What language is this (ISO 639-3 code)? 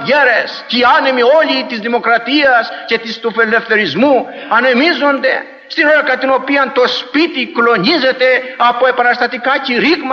ell